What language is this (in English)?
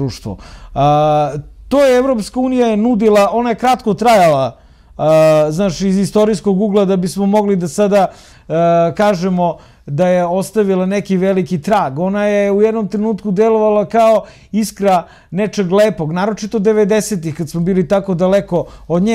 Serbian